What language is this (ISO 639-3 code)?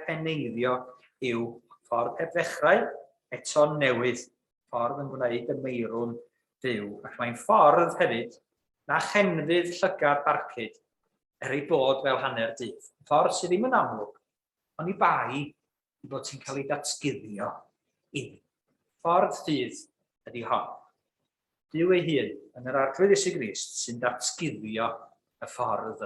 cym